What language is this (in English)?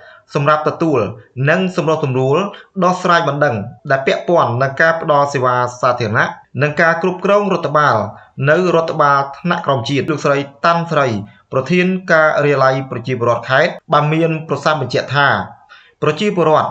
Khmer